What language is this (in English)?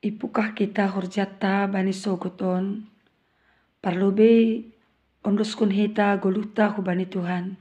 Batak Simalungun